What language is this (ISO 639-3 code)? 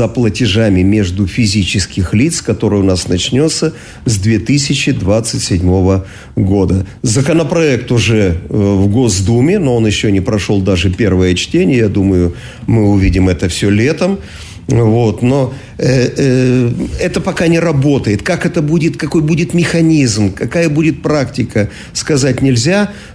rus